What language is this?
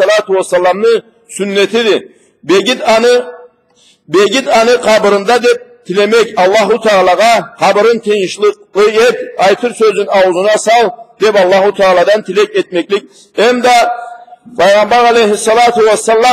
Karachay-Balkar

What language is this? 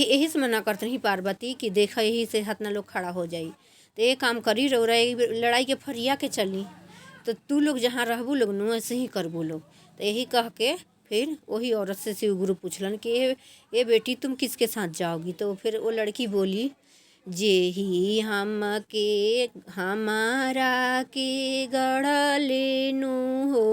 Bhojpuri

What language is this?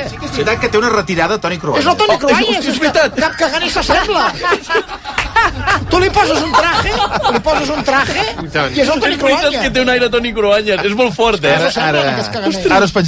Catalan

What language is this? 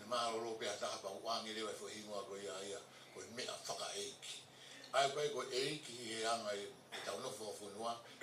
Tongan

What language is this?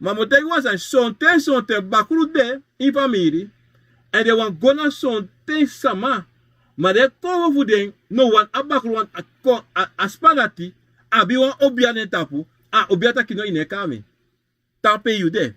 Sranan Tongo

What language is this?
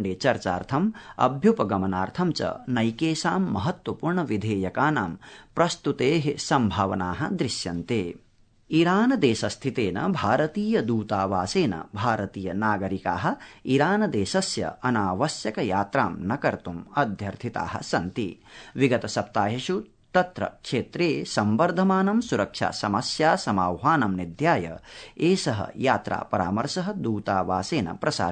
Sanskrit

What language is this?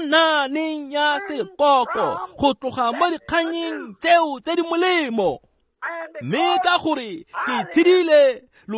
Tswana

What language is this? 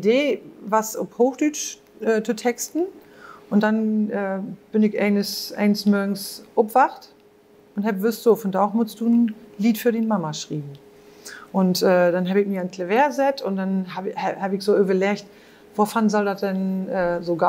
Low German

